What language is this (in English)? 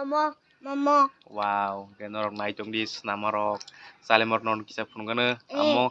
Kok Borok